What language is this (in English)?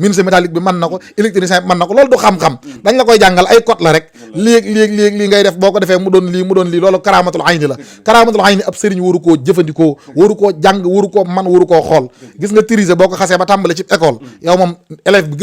Wolof